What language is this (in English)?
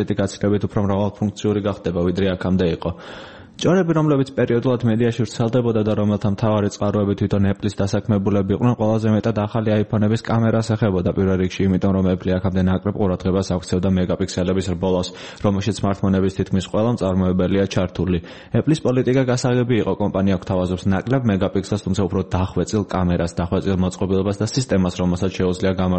Georgian